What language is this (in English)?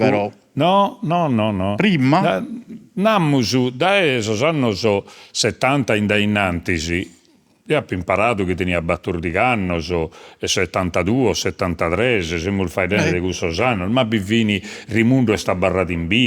Sardinian